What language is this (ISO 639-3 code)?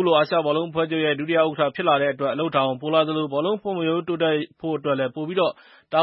mya